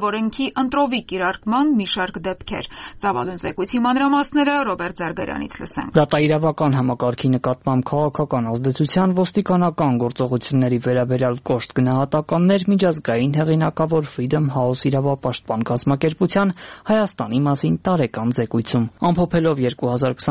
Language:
Armenian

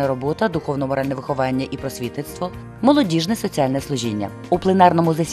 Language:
Ukrainian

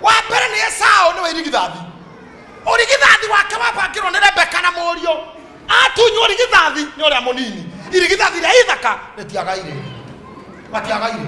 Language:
Kikuyu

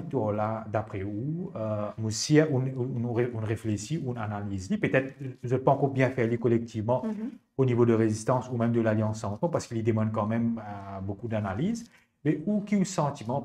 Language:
Morisyen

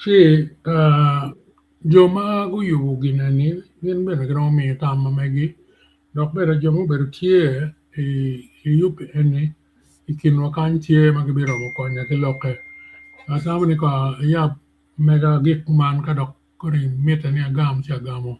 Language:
Acoli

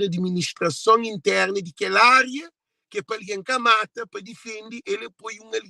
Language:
Kabuverdianu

